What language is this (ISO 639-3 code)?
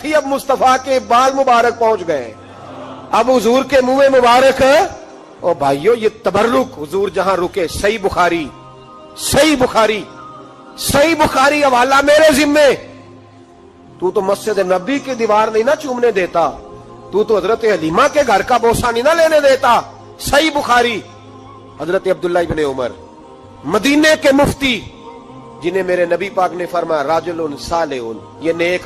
urd